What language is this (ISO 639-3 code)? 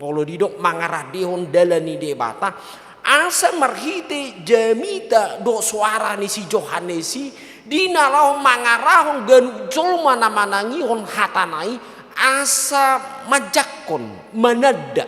bbc